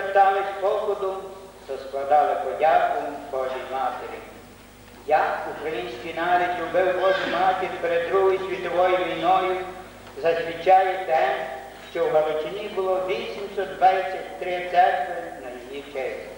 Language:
Ukrainian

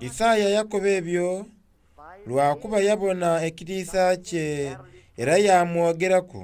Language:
Soga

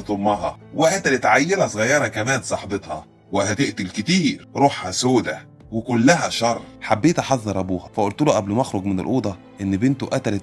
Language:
Egyptian Arabic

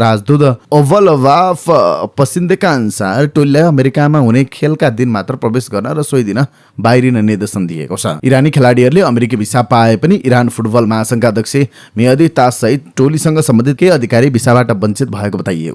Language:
Nepali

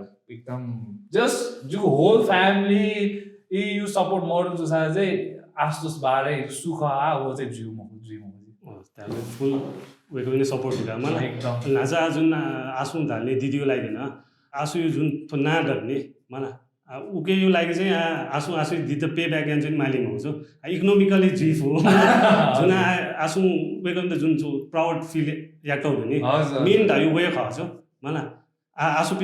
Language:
Newari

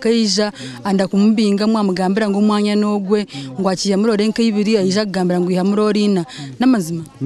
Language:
Nyankole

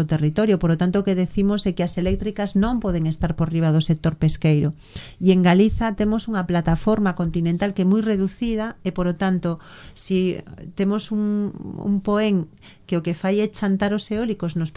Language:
Galician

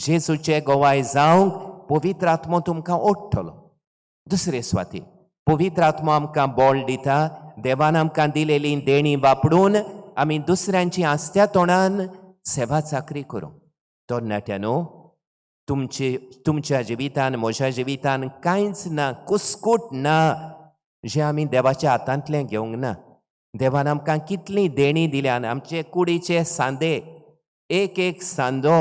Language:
Konkani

